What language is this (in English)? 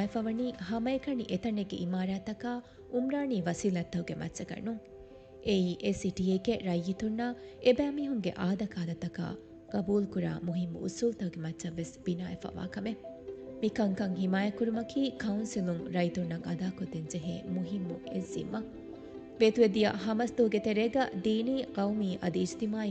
Divehi